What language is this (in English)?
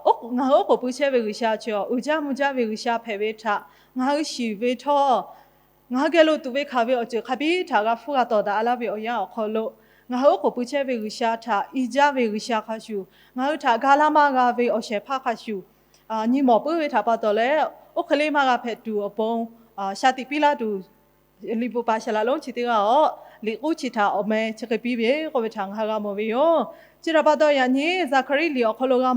Lahu